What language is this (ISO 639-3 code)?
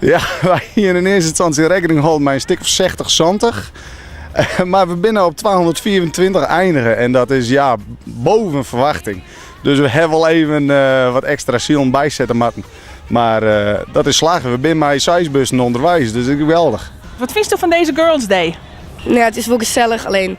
fry